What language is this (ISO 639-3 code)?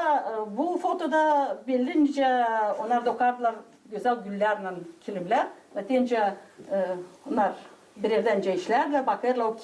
gag